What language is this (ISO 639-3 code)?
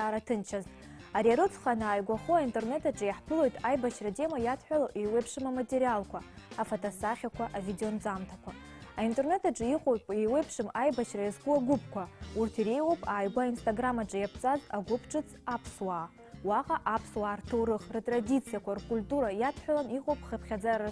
abk